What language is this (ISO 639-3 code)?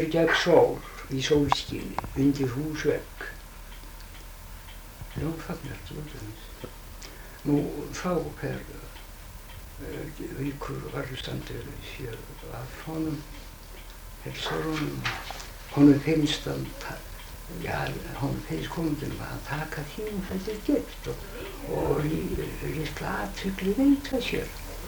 isl